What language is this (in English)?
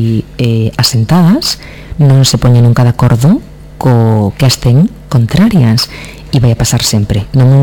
Galician